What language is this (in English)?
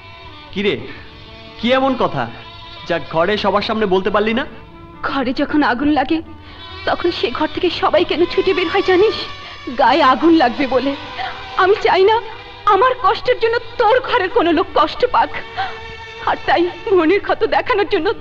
Bangla